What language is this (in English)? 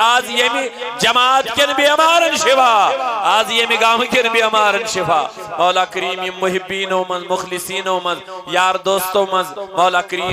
Kashmiri